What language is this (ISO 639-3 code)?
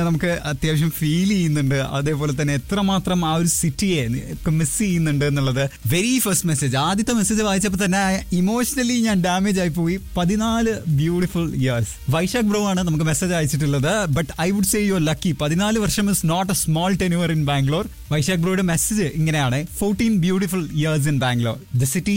mal